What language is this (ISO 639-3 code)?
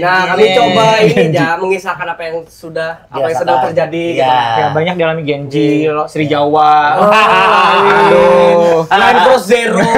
bjn